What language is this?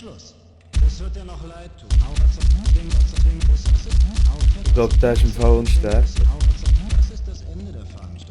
Swiss German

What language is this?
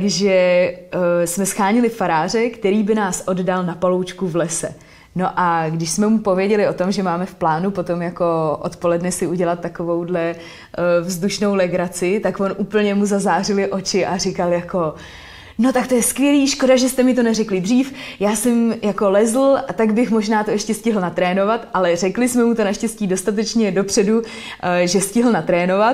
Czech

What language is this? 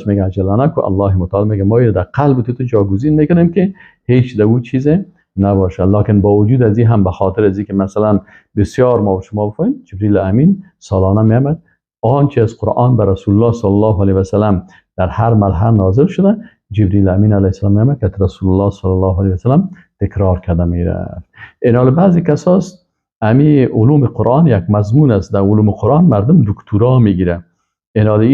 Persian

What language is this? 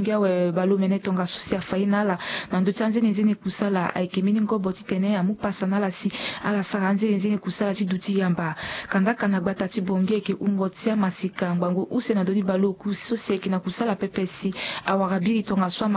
Sango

